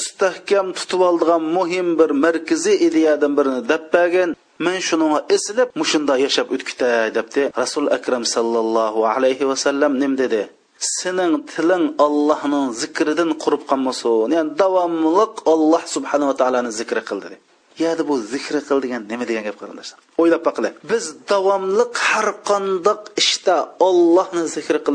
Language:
Uyghur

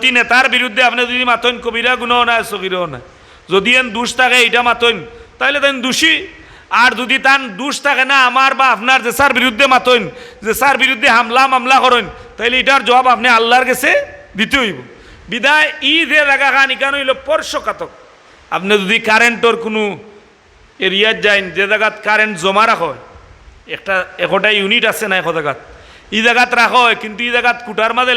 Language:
Sylheti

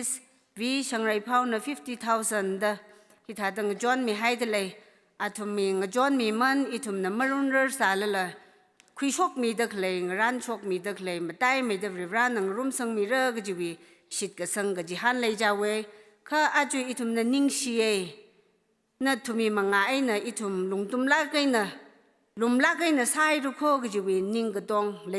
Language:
Tangkhul Naga (India)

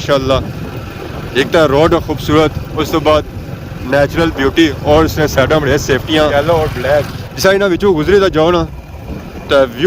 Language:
Pahari-Potwari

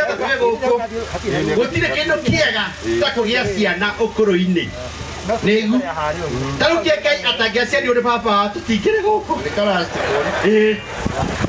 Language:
Kikuyu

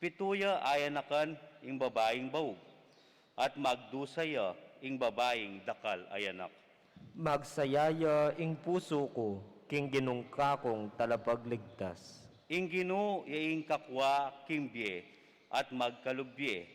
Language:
Pampanga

